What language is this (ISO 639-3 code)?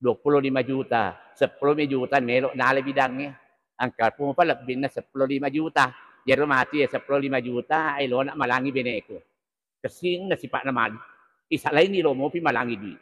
bug